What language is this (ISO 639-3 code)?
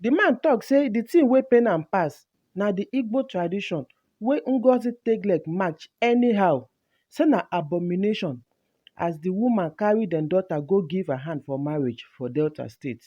pcm